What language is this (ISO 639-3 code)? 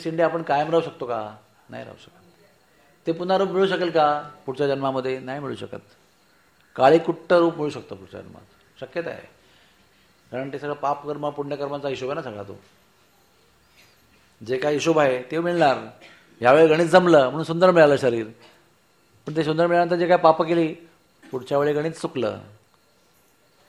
mar